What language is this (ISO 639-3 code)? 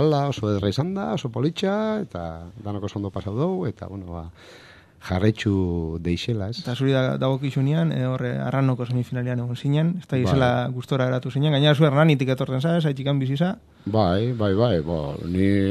eus